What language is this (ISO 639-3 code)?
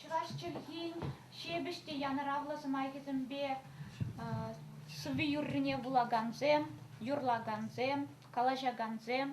chv